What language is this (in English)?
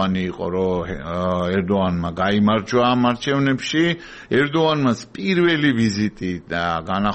Georgian